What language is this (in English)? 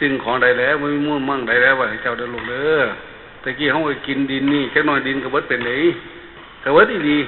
Northeastern Thai